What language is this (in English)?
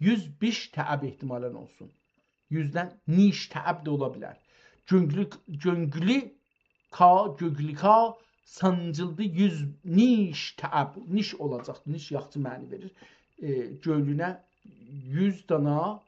South Azerbaijani